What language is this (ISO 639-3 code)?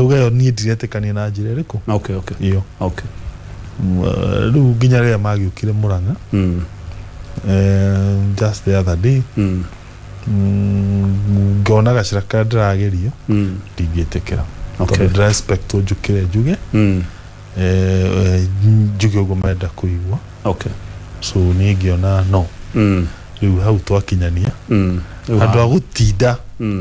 kik